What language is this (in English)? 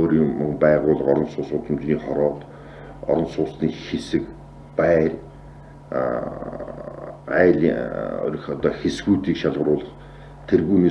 Mongolian